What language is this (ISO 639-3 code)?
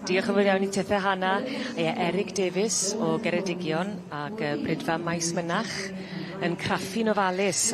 cym